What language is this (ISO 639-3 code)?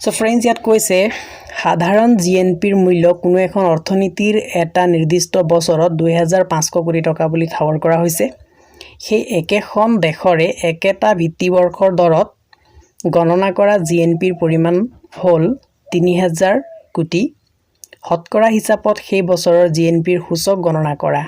asm